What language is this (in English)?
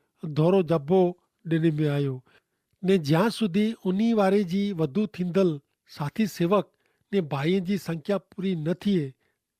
Kachhi